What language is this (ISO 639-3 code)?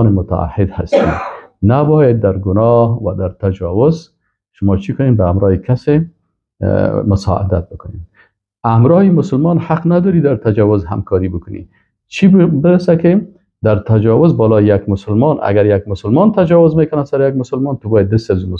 fas